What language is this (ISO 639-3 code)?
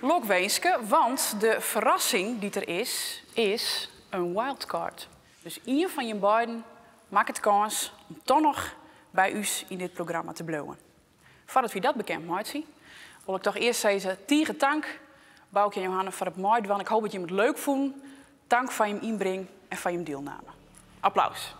fry